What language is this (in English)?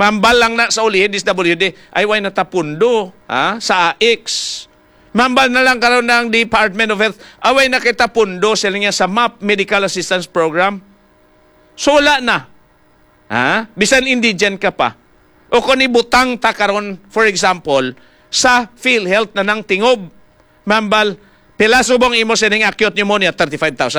Hiligaynon